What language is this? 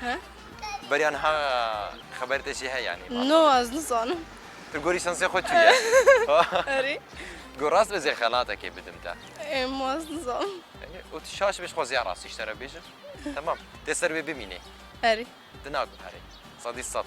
Kurdish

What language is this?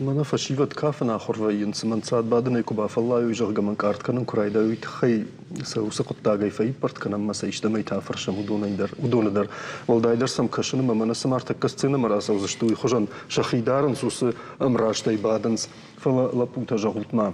Ossetic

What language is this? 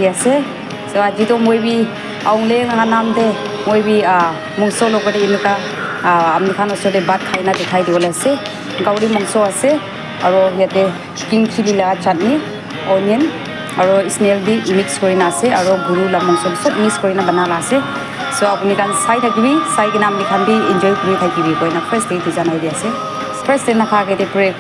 Naga Pidgin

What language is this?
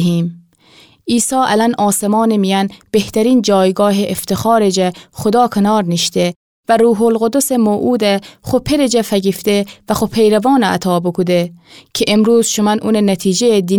Gilaki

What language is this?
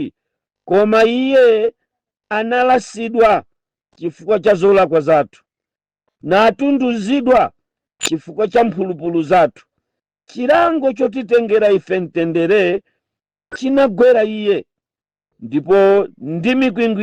Nyanja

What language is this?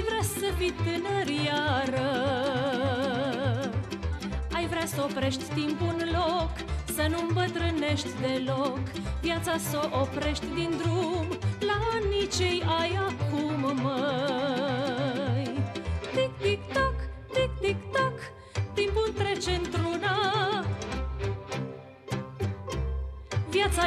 Romanian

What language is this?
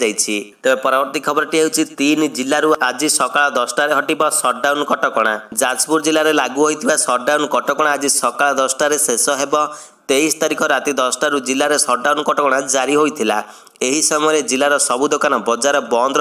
Odia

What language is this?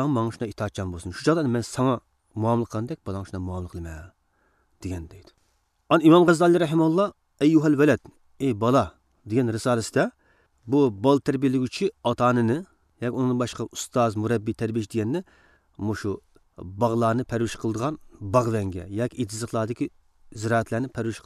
Uyghur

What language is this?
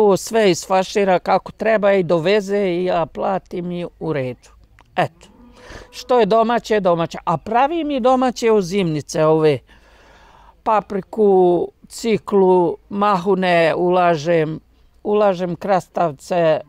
Bosnian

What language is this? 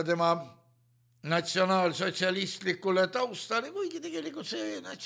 Estonian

